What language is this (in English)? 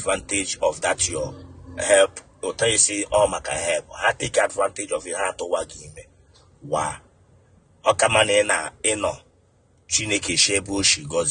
Igbo